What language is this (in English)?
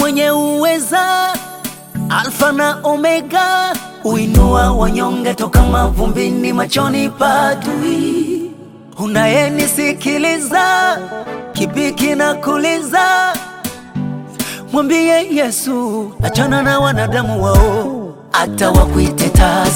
Swahili